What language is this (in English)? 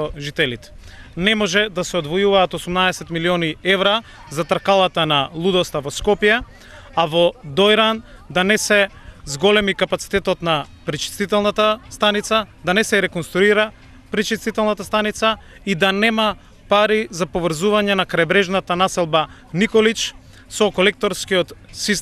Macedonian